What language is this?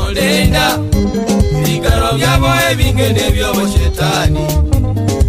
Gusii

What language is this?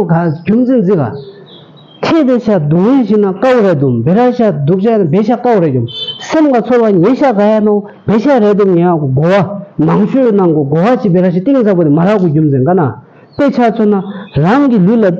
Tibetan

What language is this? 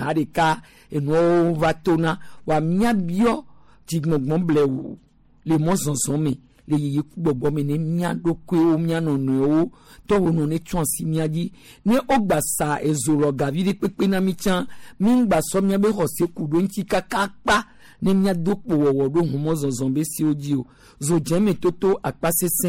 Gen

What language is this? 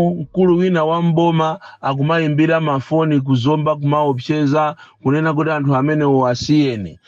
Nyanja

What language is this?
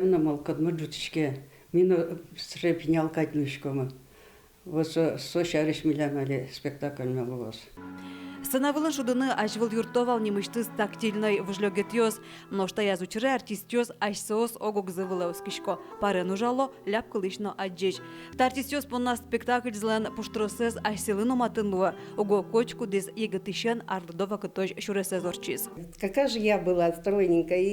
Udmurt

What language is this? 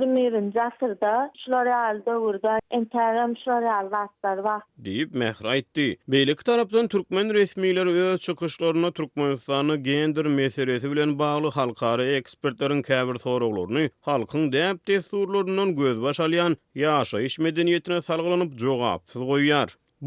Turkmen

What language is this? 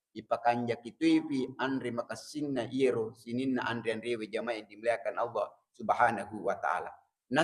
Buginese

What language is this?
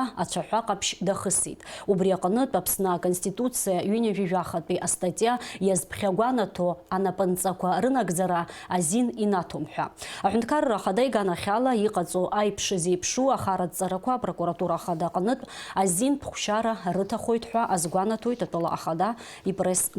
Abkhazian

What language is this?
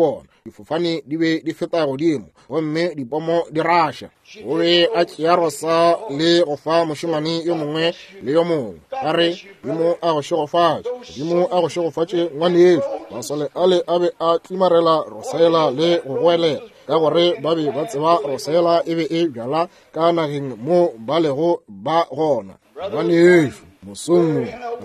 Northern Sotho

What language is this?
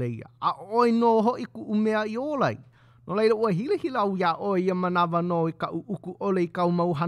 Hawaiian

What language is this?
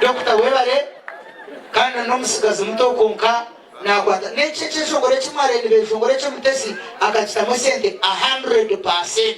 Nyankole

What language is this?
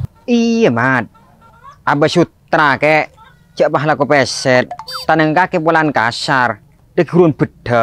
Madurese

